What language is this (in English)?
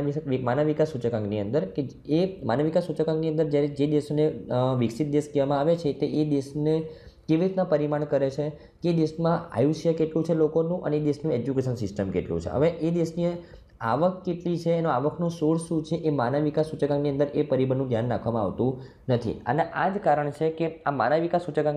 Gujarati